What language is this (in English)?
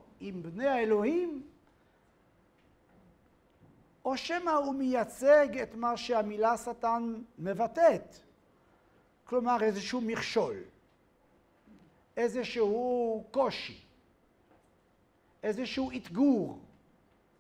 Hebrew